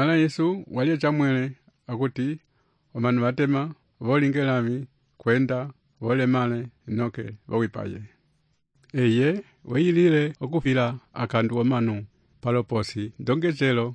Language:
Umbundu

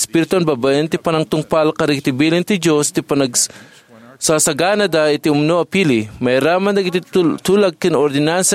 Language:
Iloko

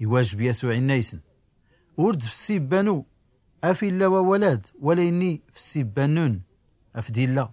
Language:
Tachelhit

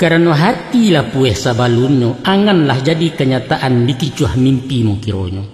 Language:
Minangkabau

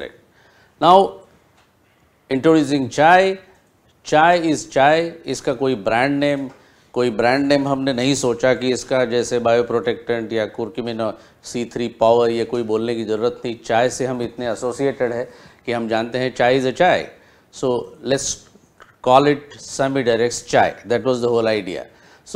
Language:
Hindi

